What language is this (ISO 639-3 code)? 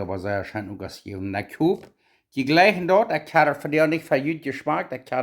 pdt